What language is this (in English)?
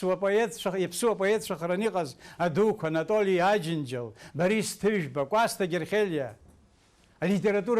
Abkhazian